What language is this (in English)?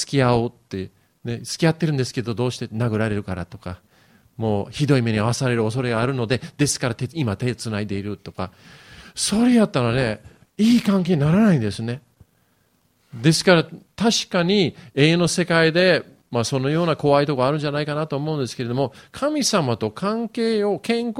Japanese